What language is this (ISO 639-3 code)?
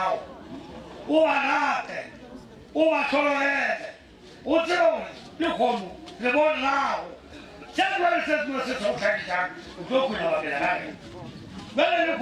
nso